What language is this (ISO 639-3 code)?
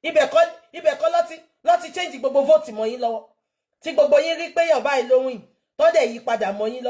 yor